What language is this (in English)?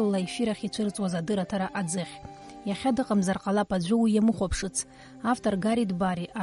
Abkhazian